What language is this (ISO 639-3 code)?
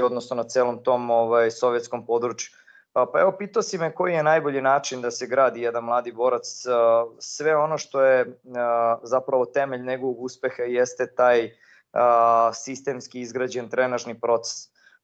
srp